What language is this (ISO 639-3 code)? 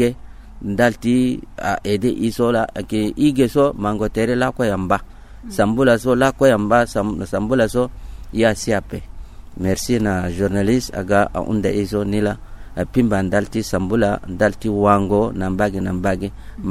sag